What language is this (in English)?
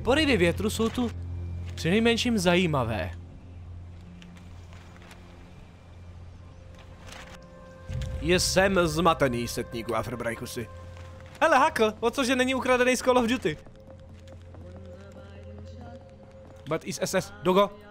Czech